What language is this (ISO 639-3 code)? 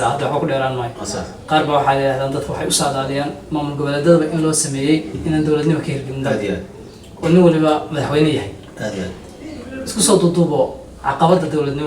som